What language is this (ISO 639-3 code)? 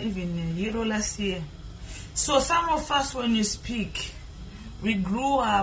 sna